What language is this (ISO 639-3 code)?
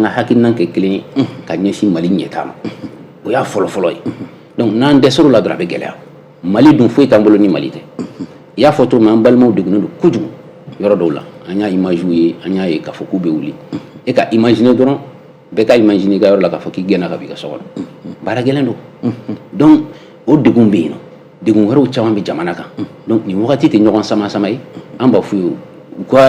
bam